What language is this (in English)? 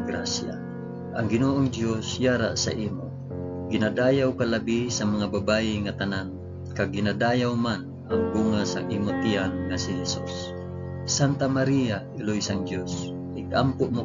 Hiligaynon